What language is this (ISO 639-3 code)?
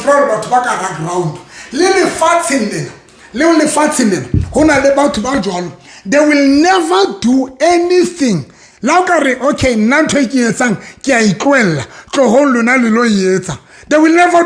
sot